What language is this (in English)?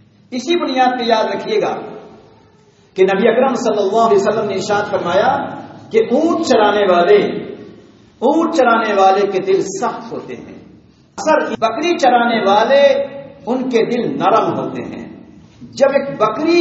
Urdu